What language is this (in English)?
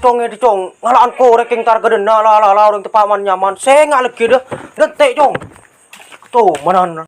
Madurese